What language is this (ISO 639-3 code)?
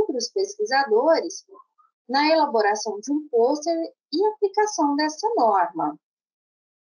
por